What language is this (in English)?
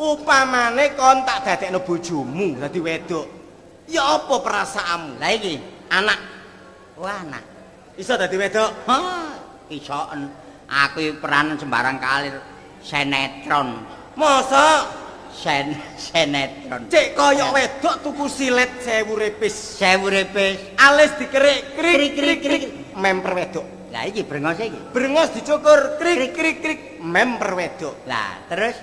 Javanese